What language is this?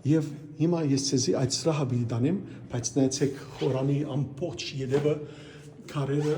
Western Armenian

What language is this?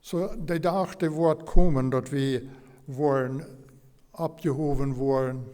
Plautdietsch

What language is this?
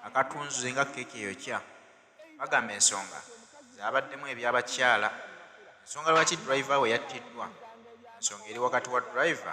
Ganda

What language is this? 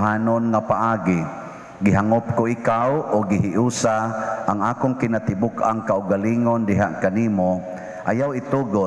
Cebuano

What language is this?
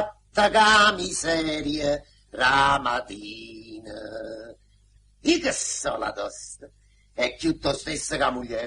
Neapolitan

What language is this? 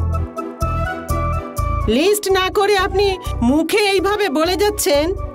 Bangla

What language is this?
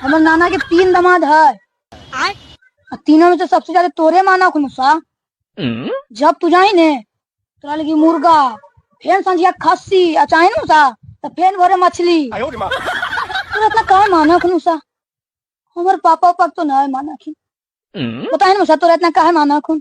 Magahi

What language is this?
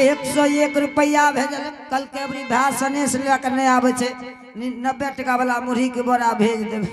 Angika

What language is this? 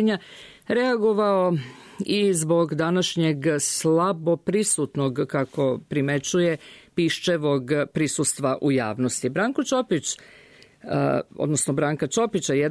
Serbian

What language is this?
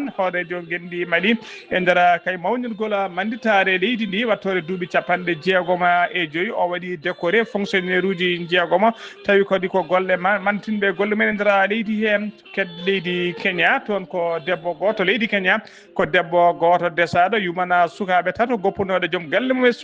Fula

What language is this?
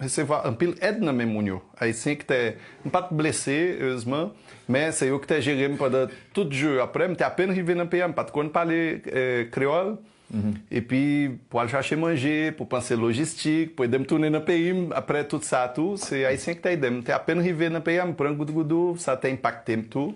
Haitian Creole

